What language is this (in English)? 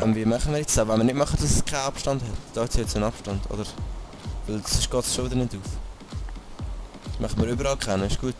Swiss German